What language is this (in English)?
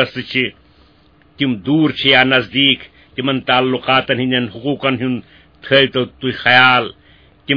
Kashmiri